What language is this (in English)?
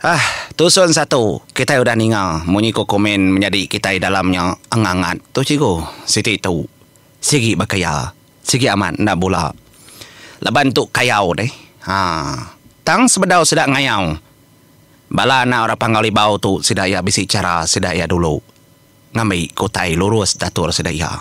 Iban